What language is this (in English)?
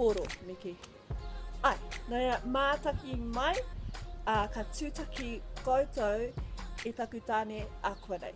Māori